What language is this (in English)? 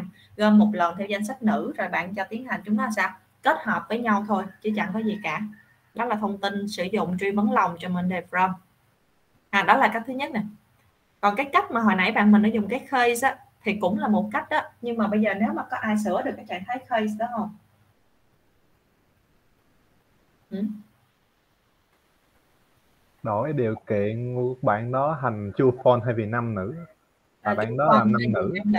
Vietnamese